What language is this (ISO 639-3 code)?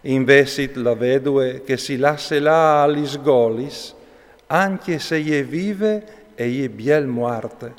fur